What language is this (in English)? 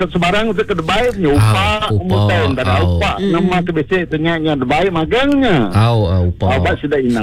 Iban